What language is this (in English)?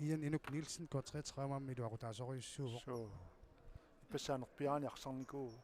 Kalaallisut